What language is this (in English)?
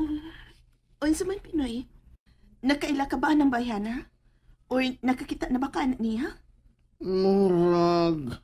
Cebuano